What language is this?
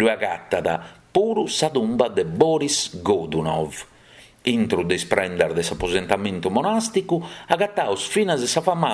Sardinian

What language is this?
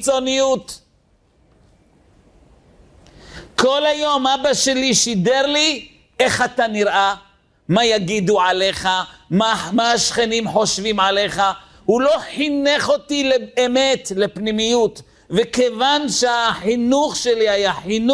Hebrew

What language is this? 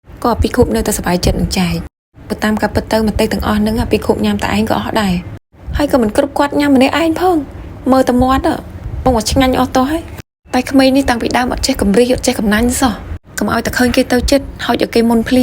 Khmer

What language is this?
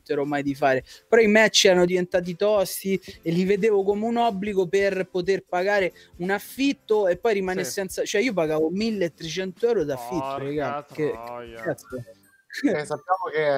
Italian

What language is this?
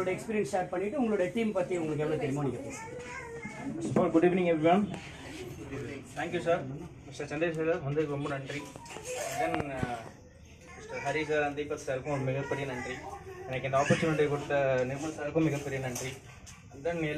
Tamil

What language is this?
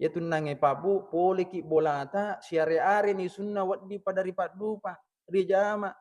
Buginese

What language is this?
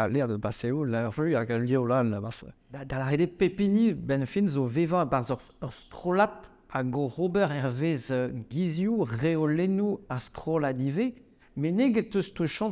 Breton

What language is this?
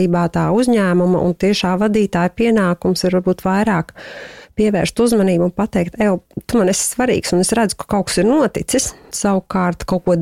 Latvian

